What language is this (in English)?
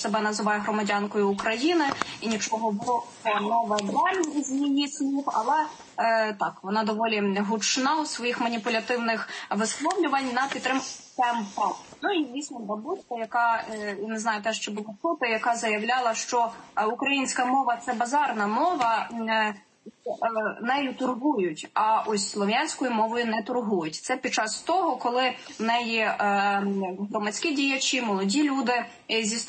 Ukrainian